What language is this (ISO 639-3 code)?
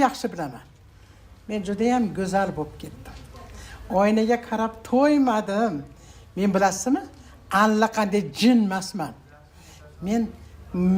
uzb